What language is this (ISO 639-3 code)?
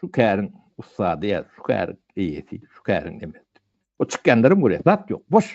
tuk